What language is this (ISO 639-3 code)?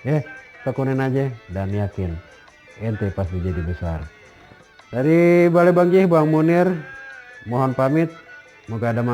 bew